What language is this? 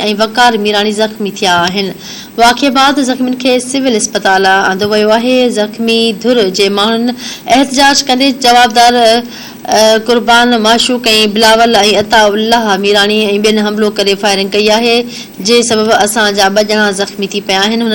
Sindhi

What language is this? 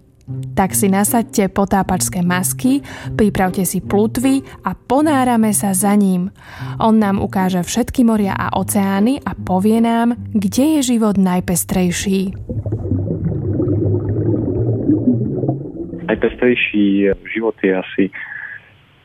Slovak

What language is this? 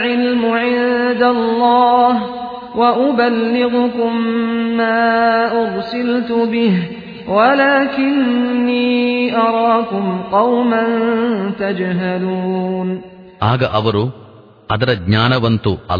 Kannada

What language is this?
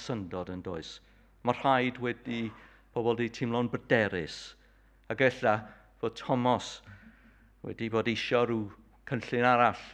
Welsh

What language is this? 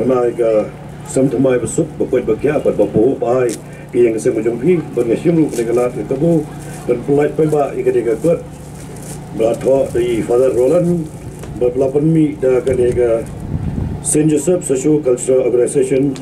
Khasi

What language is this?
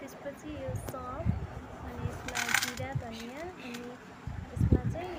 Nepali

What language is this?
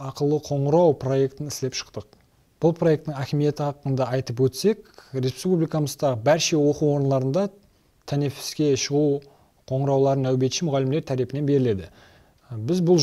Kara-Kalpak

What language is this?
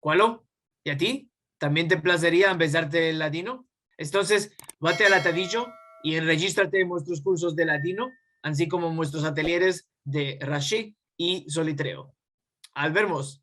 Ladino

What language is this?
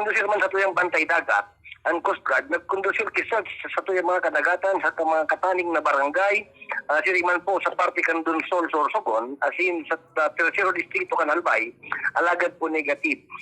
Bikol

